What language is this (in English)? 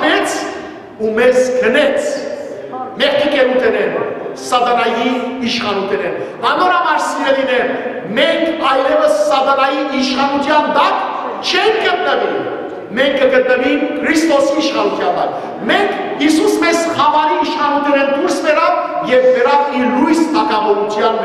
Western Armenian